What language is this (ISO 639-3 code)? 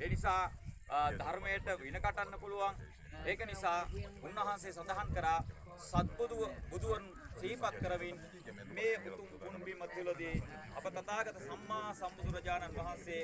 sin